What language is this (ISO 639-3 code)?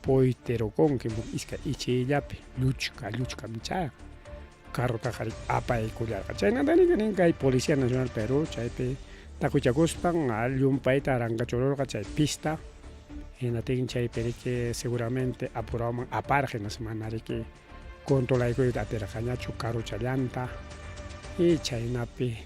quy